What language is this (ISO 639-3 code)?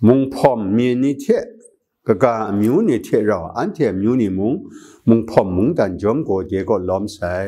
kac